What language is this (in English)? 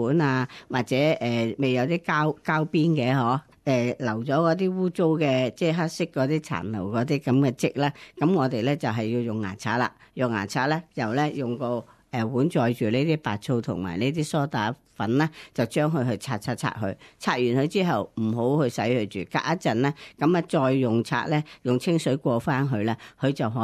Cantonese